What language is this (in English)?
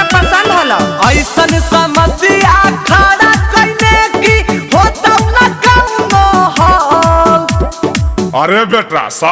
Magahi